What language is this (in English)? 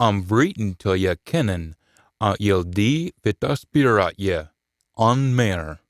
Scots